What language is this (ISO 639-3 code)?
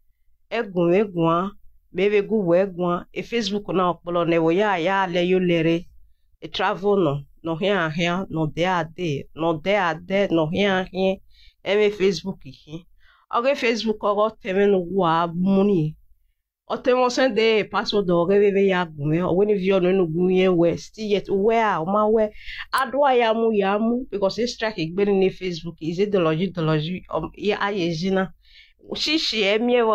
pcm